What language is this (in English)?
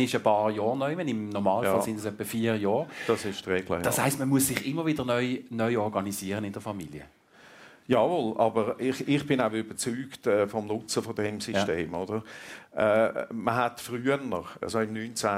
German